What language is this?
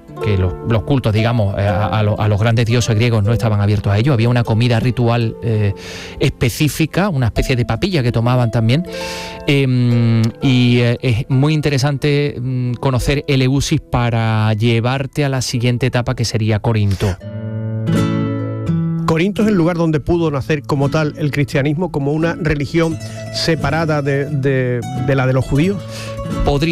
Spanish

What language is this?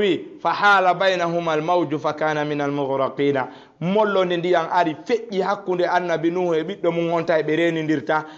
Fula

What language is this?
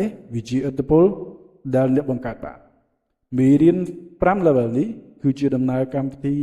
Khmer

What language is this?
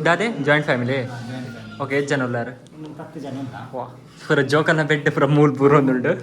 Tulu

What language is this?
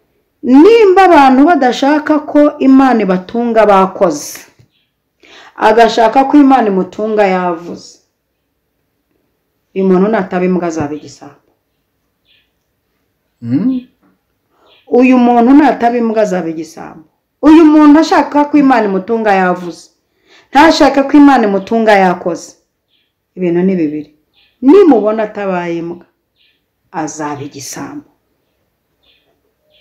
Kinyarwanda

